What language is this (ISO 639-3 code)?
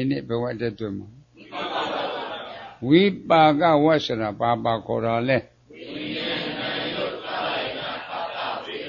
mya